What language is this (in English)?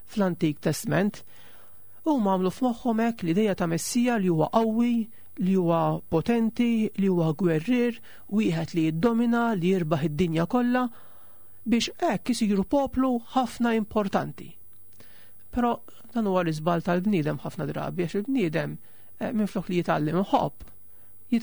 Maltese